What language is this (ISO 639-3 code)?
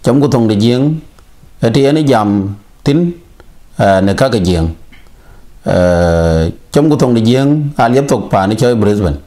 din